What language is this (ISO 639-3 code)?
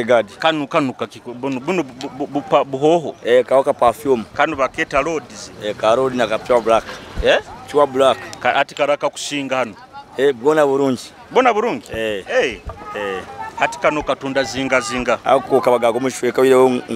nyo